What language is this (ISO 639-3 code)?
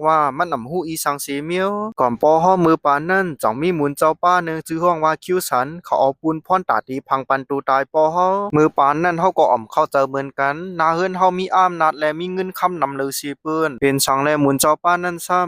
shn